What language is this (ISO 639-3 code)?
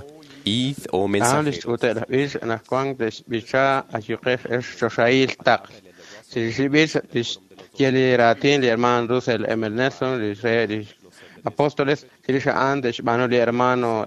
kek